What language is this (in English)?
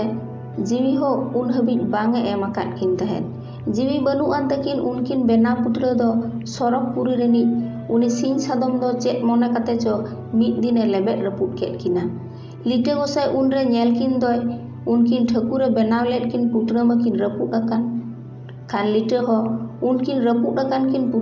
Santali